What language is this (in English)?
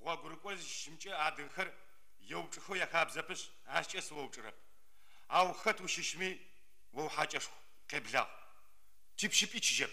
Adyghe